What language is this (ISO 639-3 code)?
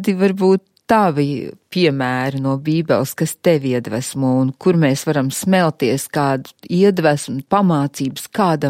lav